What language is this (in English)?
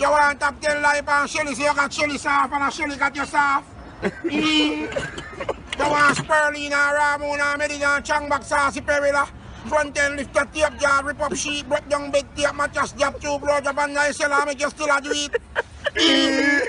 Jamaican Creole English